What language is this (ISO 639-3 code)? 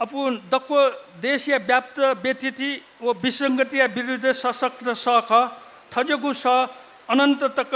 new